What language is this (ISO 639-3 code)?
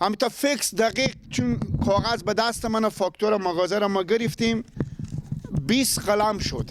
fas